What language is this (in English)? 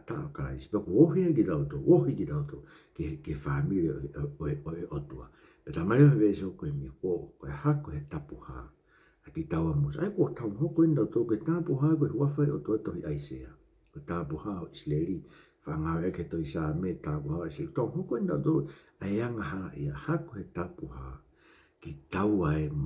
Tongan